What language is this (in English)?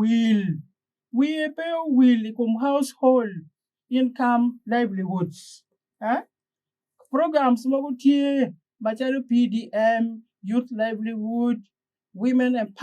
Acoli